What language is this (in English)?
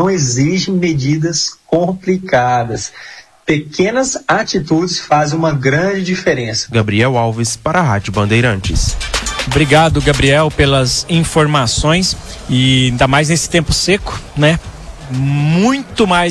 Portuguese